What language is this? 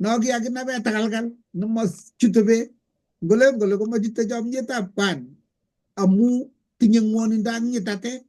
Kalenjin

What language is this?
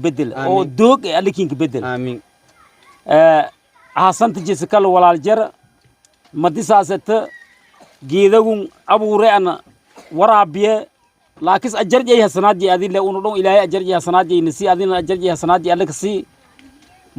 Somali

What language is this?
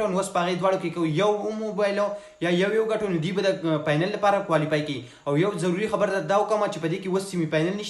Pashto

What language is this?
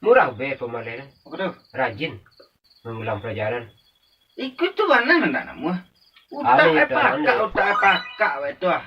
Minangkabau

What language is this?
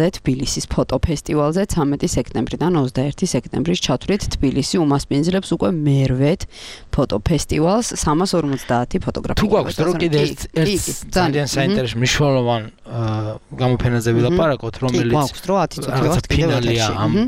Georgian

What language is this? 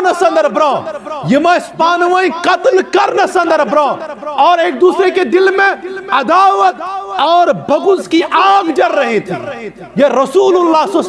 Kashmiri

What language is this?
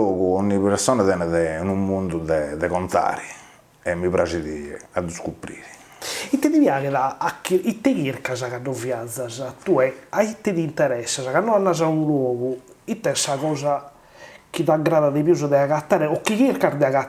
Sardinian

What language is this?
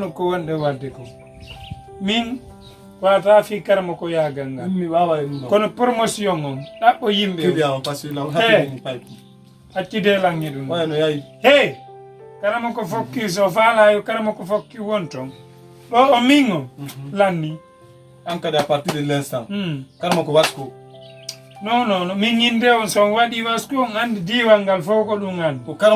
Fula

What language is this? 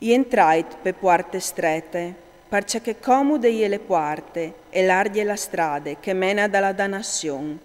Friulian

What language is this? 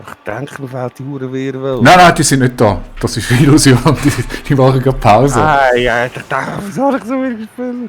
Swiss German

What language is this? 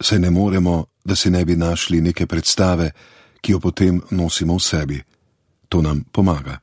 Slovenian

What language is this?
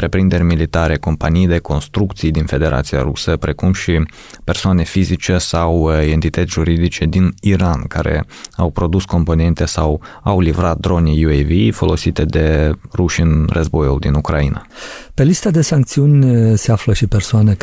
Romanian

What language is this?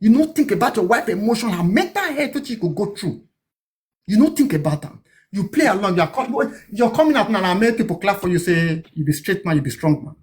Nigerian Pidgin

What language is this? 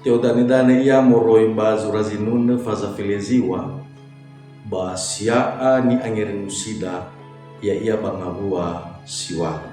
Nias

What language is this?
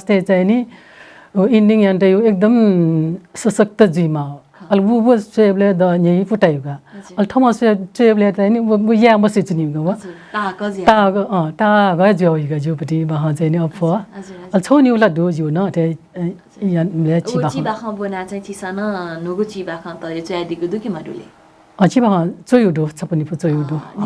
Newari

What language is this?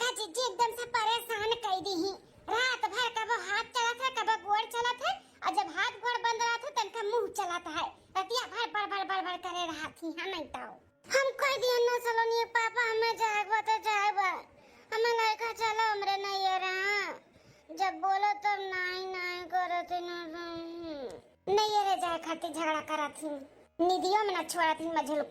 Awadhi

